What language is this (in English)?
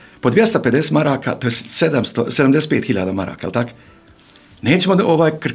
Bosnian